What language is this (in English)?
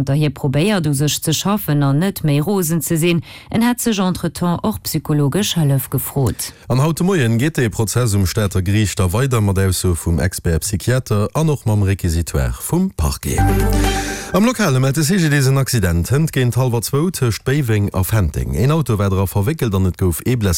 Luxembourgish